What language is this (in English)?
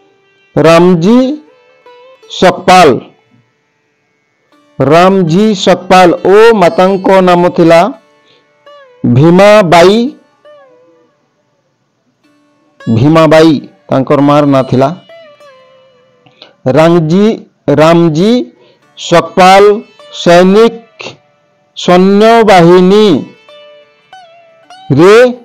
Odia